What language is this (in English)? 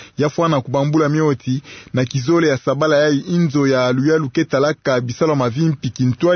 Kituba (Democratic Republic of Congo)